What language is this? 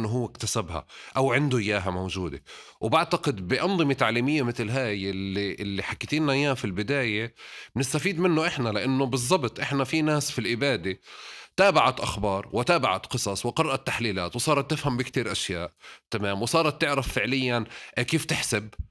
North Levantine Arabic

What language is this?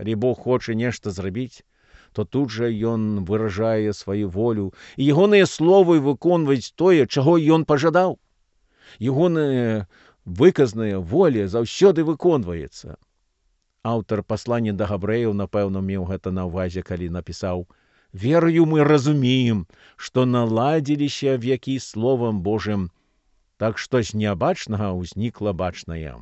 Belarusian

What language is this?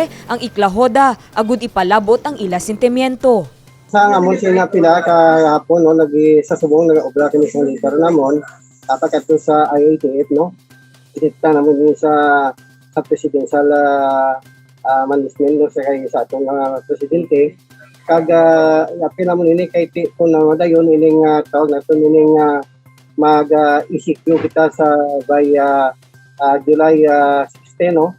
Hiligaynon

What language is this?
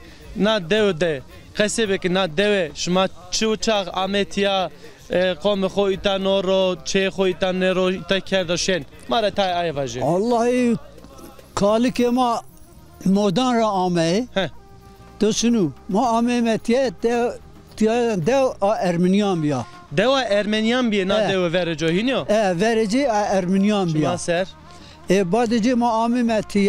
Zaza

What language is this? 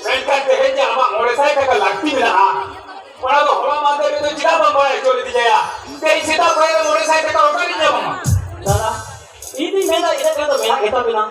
Santali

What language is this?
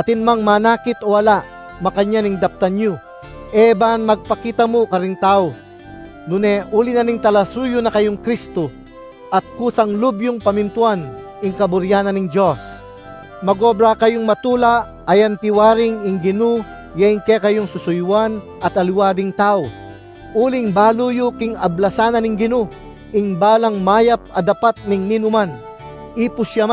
Pampanga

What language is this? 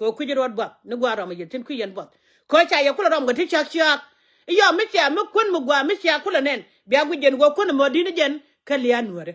Nuer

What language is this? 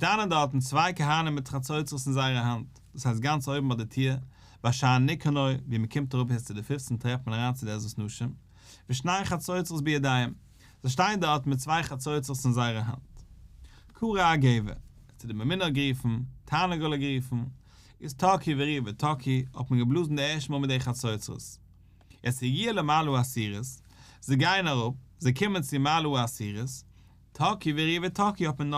Yiddish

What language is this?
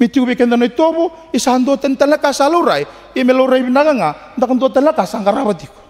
Fijian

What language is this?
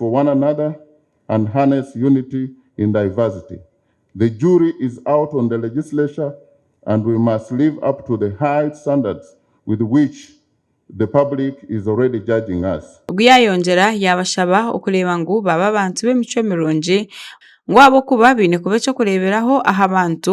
Nyankole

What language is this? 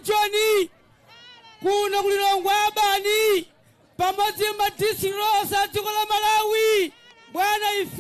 Nyanja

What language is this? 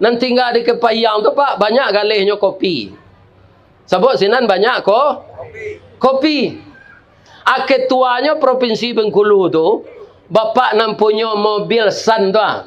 Minangkabau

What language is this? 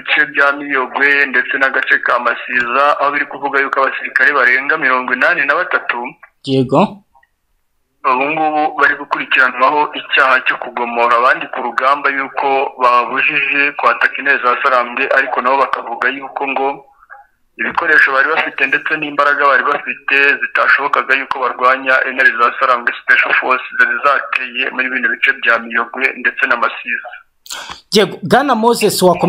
Kinyarwanda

